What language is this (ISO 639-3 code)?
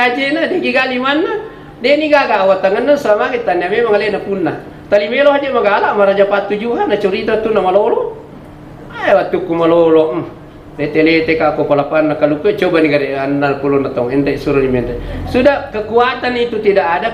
bug